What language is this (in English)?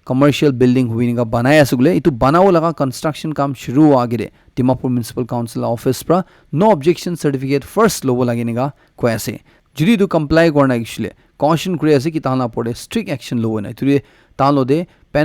Naga Pidgin